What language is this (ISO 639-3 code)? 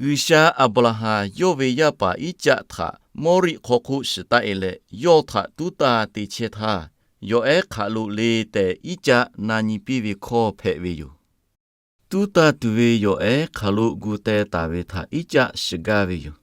lhu